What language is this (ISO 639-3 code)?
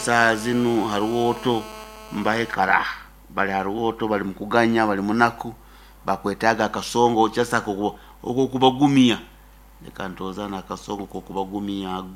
nyo